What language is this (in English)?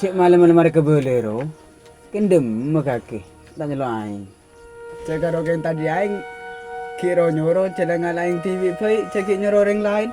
Madurese